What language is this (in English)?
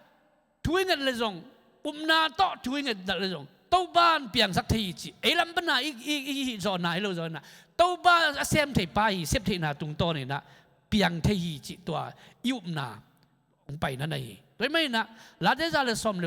Tedim Chin